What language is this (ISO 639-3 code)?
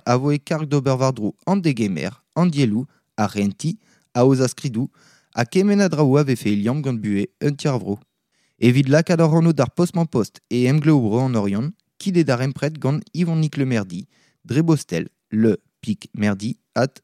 bre